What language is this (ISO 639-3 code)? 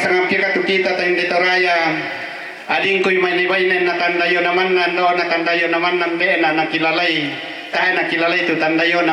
sda